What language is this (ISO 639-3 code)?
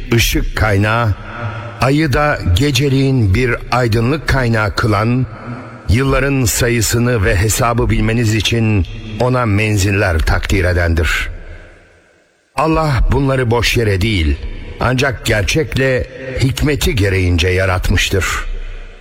tur